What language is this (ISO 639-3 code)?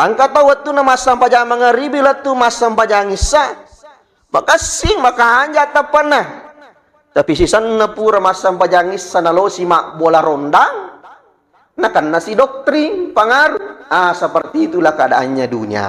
bug